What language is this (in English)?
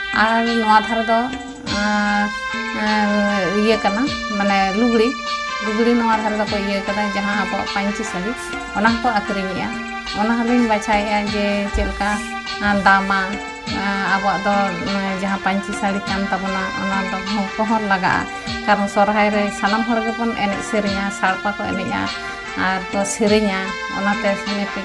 Santali